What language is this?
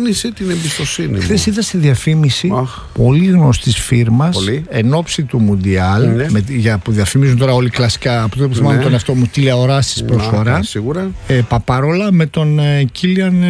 Greek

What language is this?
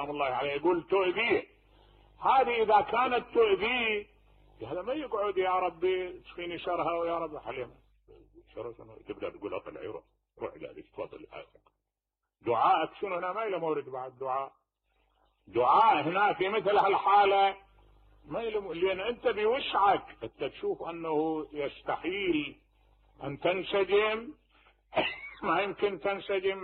Mesopotamian Arabic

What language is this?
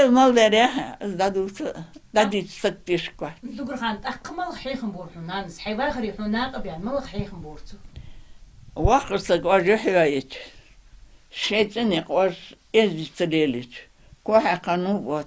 Ingush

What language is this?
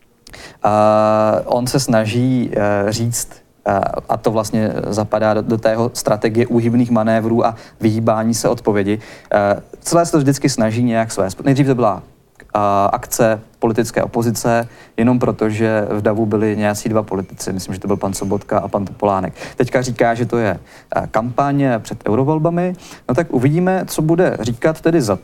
Czech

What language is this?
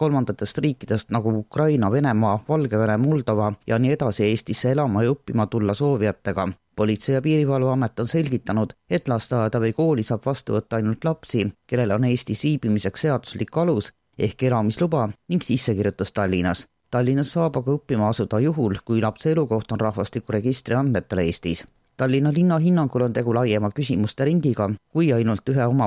Estonian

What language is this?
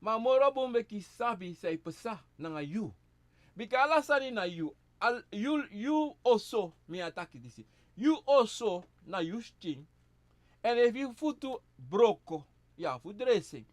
Sranan Tongo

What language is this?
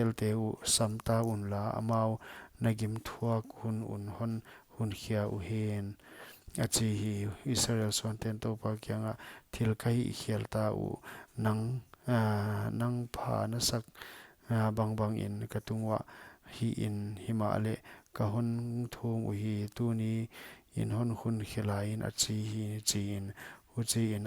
Paite Chin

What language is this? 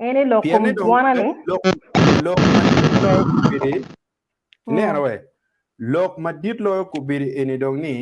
Acoli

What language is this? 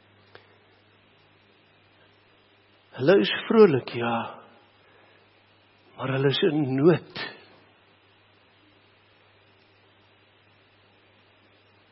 Afrikaans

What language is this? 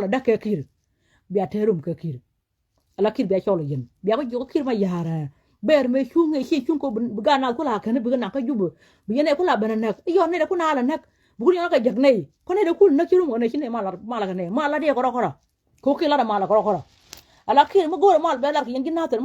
Nuer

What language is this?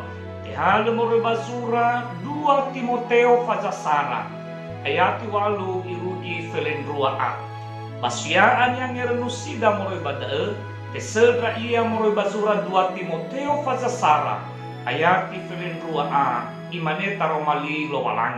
Nias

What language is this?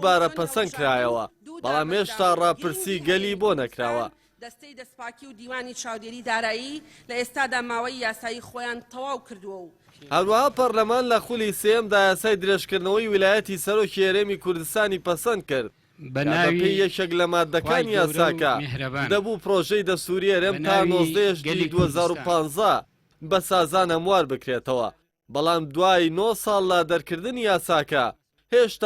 Central Kurdish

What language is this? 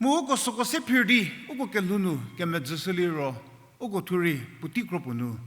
Angami Naga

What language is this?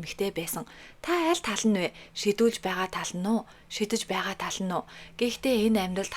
Mongolian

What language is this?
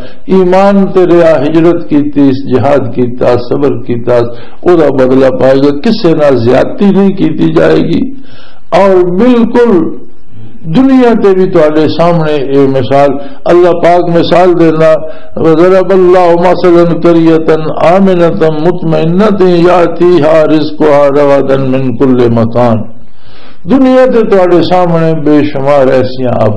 Western Panjabi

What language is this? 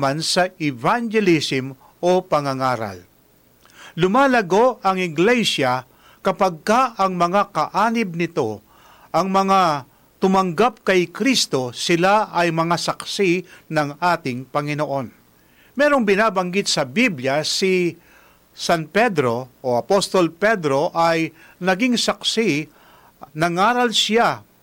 Filipino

